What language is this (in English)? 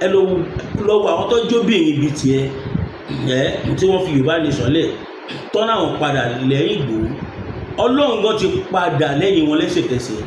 Yoruba